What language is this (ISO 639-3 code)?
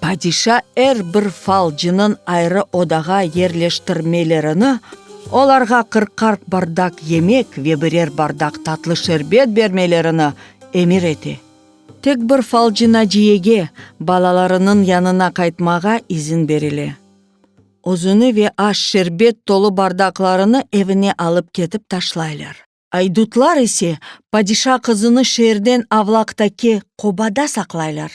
crh